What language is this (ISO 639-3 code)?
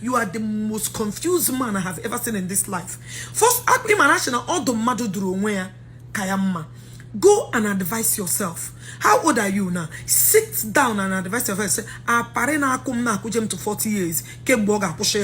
ibo